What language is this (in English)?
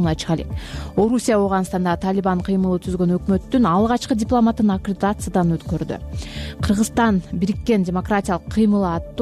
Kyrgyz